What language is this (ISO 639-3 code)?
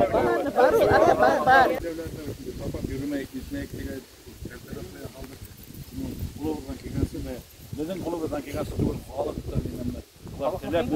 bak